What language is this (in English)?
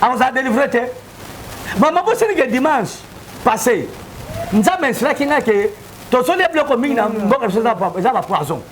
Lingala